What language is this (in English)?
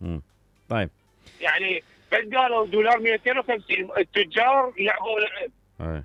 Mesopotamian Arabic